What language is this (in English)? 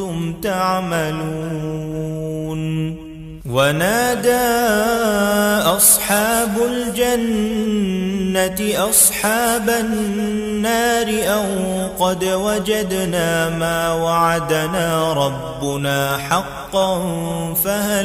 Arabic